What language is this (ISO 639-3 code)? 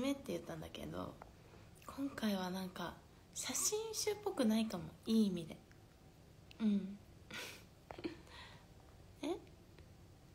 jpn